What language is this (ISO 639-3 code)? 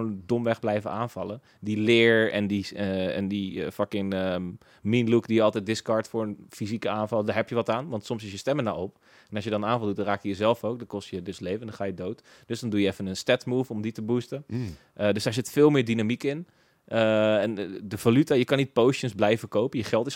nld